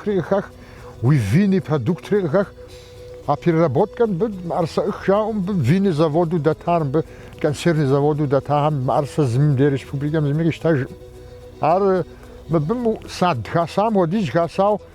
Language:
Kabardian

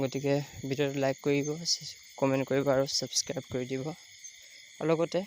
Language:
Assamese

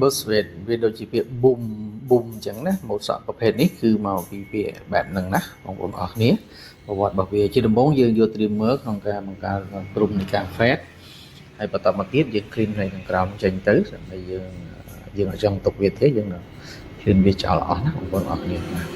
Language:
Khmer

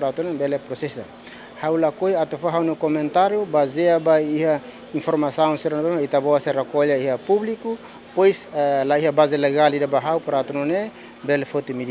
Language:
Tetum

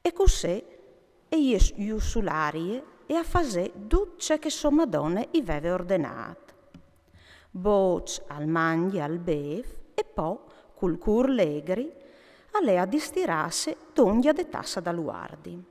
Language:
Friulian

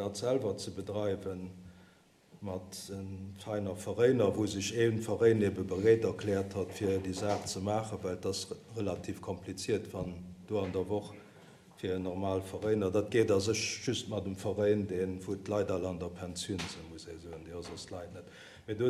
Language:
Luxembourgish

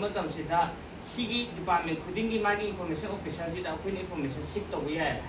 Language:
Manipuri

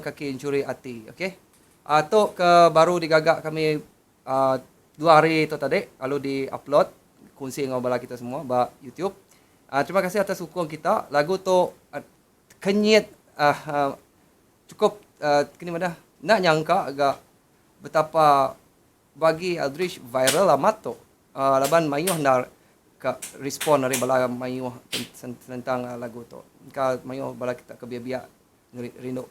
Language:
Iban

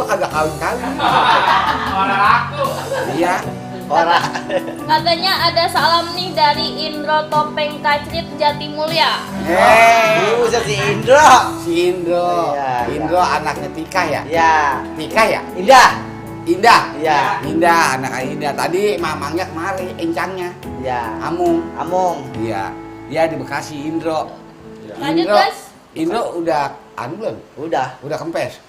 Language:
Betawi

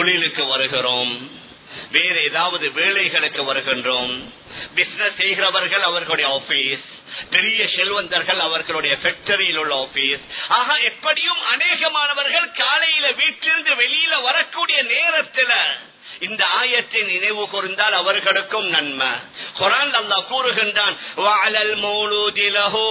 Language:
Tamil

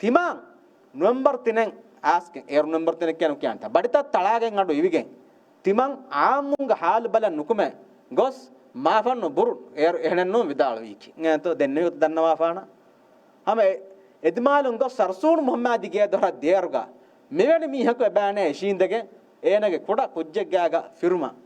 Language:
Divehi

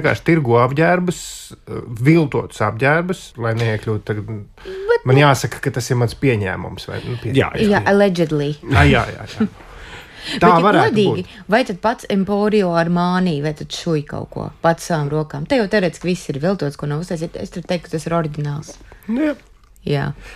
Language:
Latvian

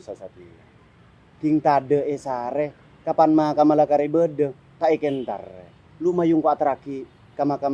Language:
Madurese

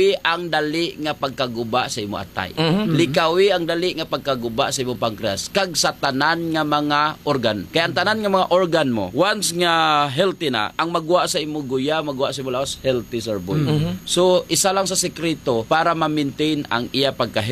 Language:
Hiligaynon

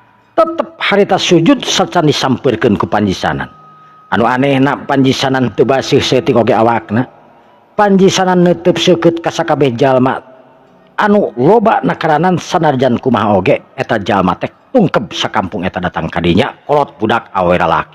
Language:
Sundanese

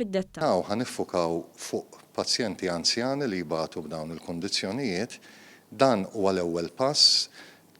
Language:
Maltese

